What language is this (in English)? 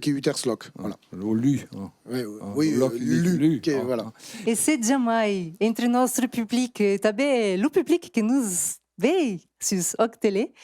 Occitan